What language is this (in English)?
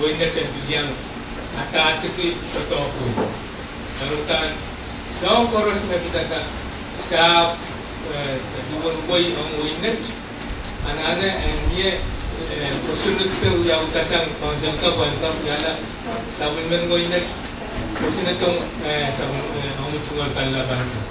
Pohnpeian